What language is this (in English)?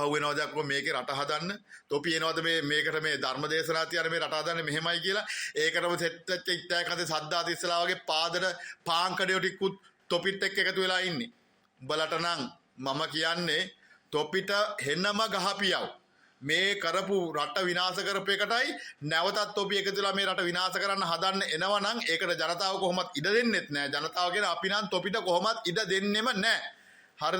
Sinhala